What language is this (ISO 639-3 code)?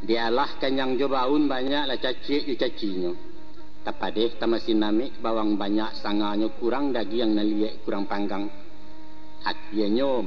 min